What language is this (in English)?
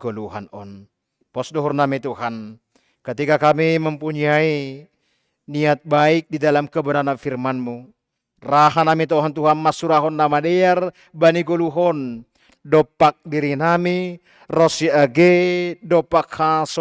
Batak Simalungun